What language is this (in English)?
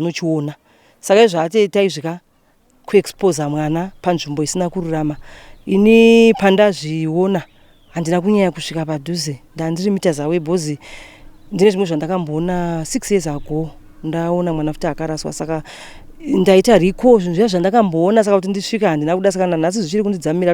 Shona